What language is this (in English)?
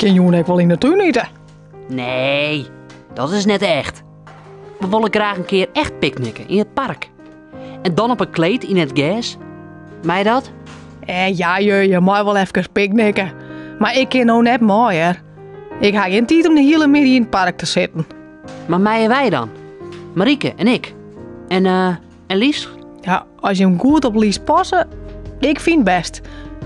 Western Frisian